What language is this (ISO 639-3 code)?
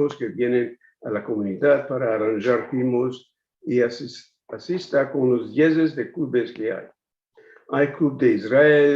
lad